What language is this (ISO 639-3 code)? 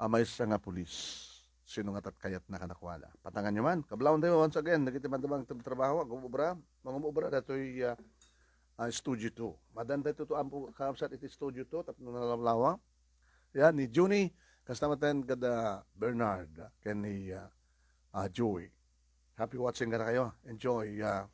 ilo